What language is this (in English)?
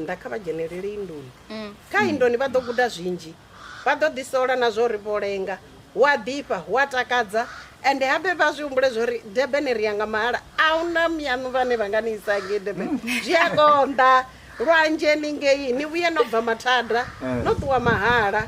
Venda